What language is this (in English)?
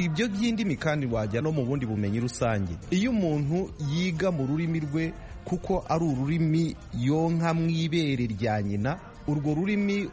Kinyarwanda